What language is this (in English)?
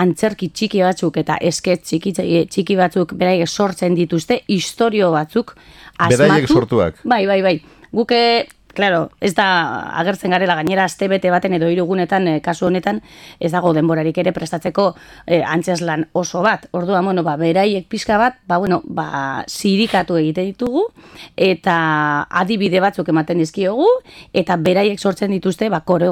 Basque